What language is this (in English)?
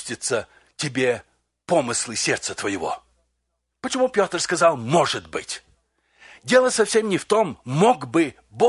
Russian